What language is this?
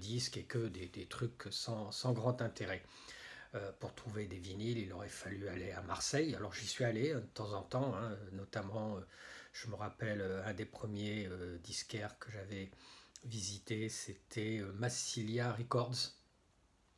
French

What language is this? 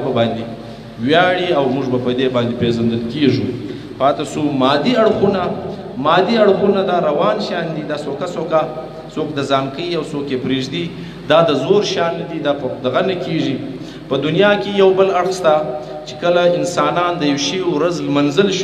Pashto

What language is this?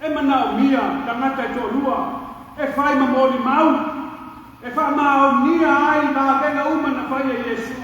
Samoan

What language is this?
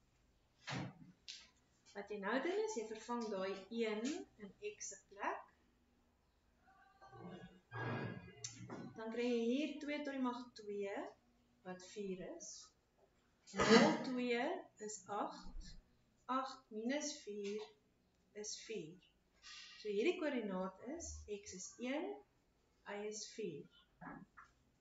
Afrikaans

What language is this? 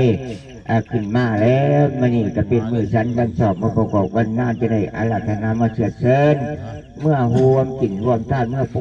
Northeastern Thai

